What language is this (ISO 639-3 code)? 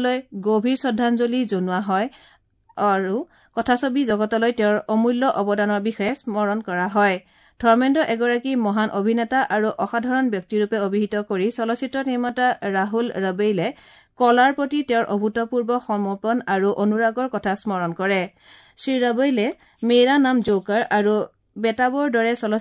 asm